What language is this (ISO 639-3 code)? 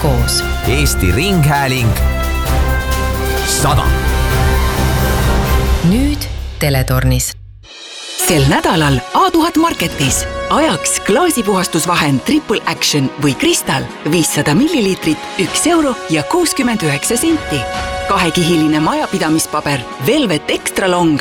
est